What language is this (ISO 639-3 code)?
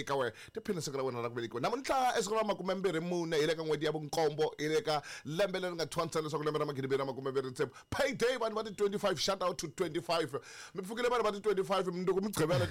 tso